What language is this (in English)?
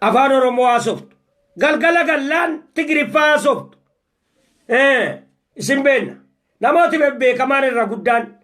Oromo